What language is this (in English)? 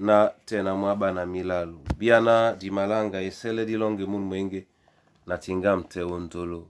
Duala